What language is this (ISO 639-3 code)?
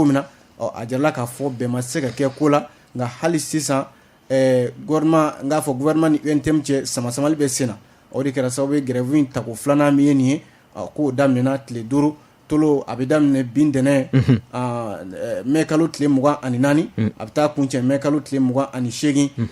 bam